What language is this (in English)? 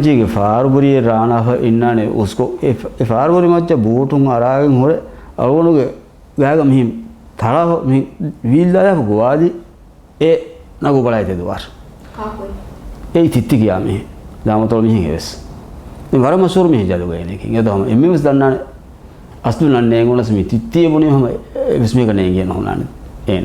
Divehi